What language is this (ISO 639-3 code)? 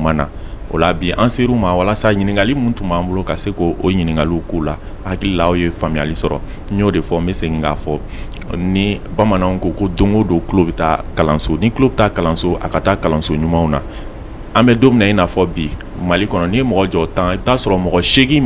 bam